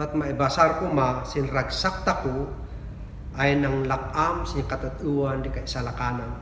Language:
Kankanaey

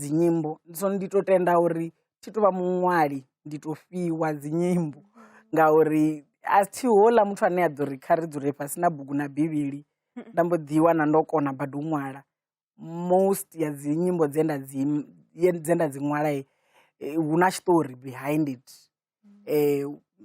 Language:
Venda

